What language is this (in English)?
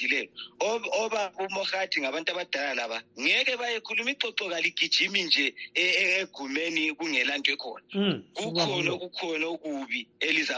North Ndebele